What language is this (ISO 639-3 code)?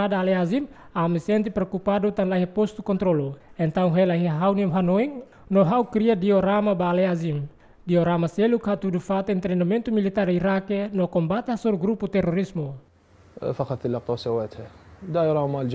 tet